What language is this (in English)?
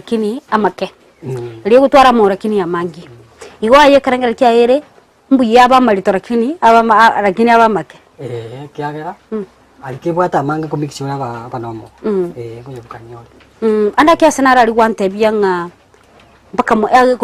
Gusii